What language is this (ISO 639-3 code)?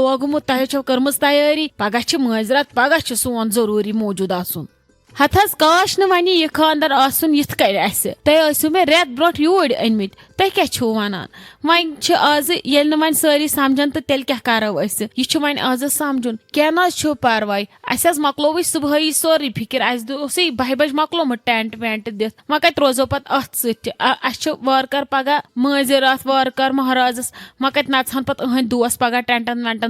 kas